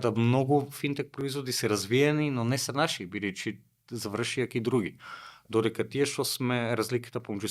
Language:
Macedonian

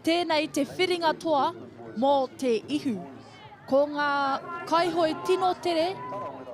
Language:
Māori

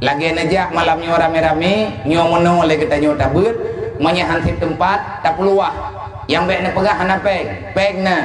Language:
Achinese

